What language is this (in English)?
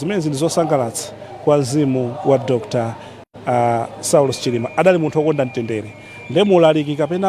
Nyanja